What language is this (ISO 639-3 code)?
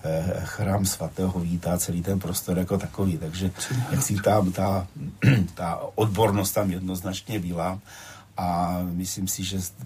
ces